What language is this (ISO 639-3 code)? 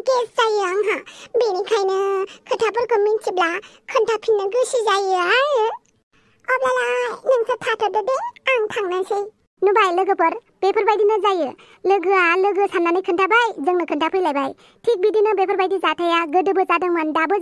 brx